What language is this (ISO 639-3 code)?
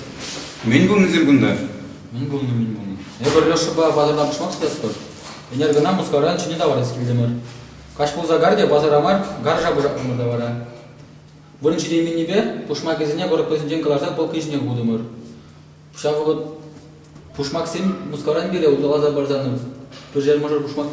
chv